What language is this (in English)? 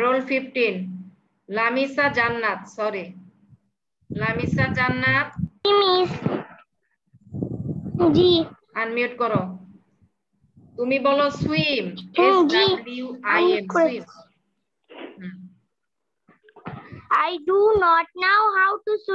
Bangla